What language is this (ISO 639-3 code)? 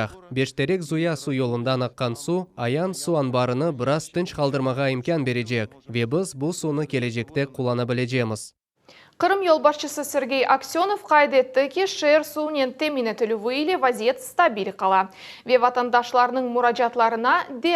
crh